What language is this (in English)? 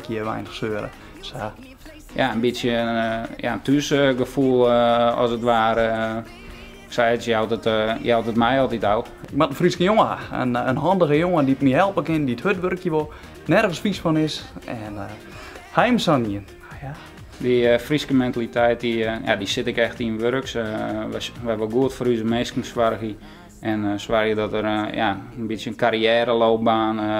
Western Frisian